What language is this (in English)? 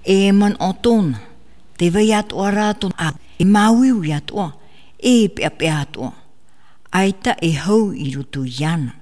Tahitian